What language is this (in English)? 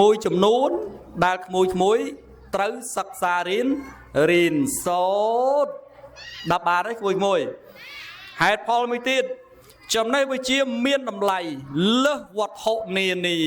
Khmer